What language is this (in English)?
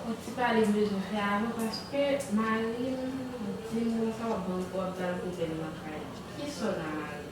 Haitian Creole